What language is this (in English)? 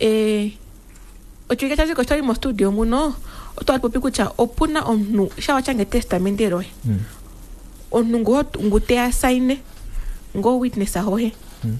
Kuanyama